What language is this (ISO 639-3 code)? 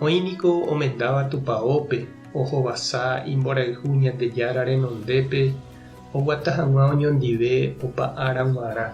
grn